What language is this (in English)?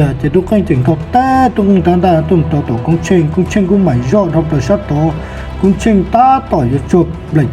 Hmong